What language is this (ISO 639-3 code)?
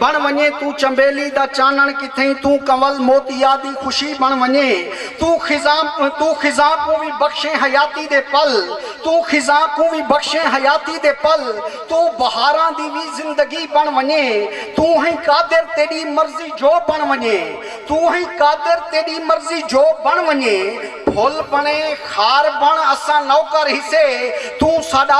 skr